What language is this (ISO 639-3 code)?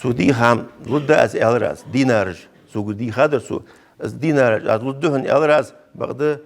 inh